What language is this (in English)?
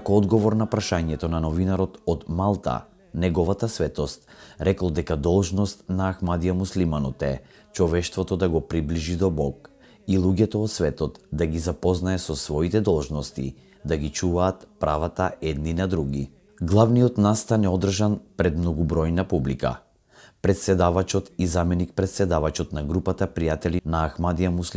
Macedonian